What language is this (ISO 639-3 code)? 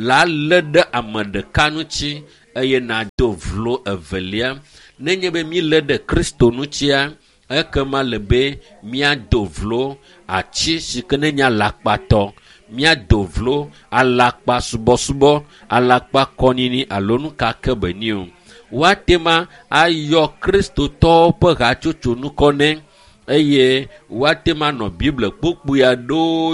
ewe